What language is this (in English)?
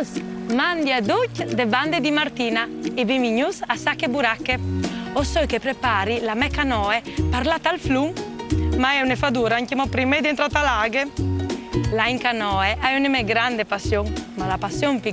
Friulian